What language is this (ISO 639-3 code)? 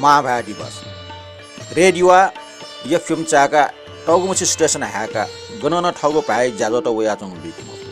new